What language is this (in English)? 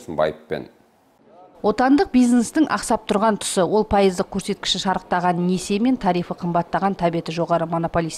Kazakh